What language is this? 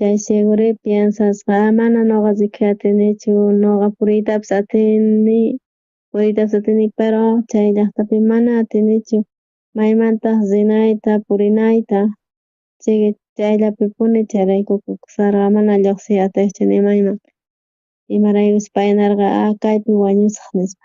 South Bolivian Quechua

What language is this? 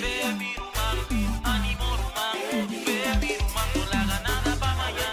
Papiamento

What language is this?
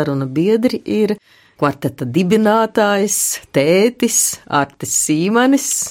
Latvian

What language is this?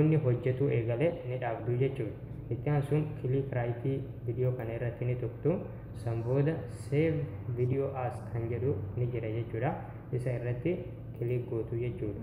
Oromo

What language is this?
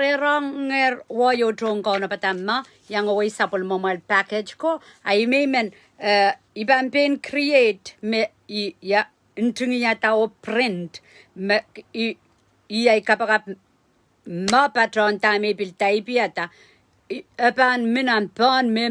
Pohnpeian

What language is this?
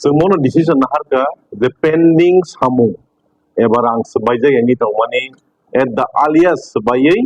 Kok Borok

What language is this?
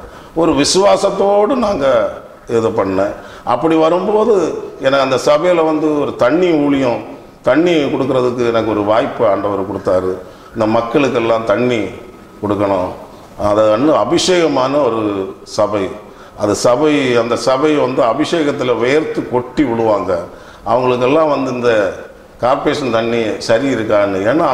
Tamil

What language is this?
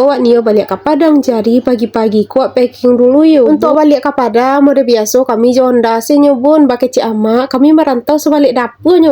Minangkabau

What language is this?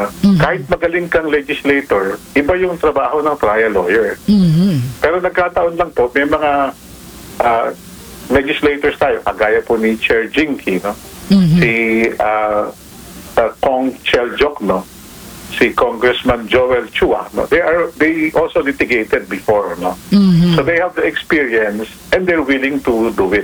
Filipino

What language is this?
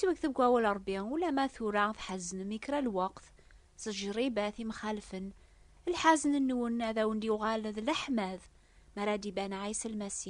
Kabyle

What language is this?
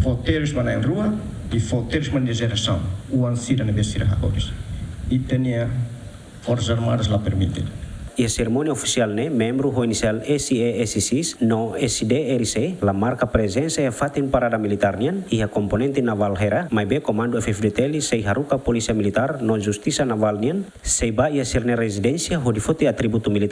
Tetum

